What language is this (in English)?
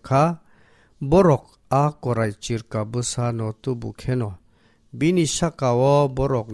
Kok Borok